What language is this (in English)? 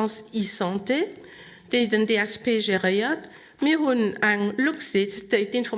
Luxembourgish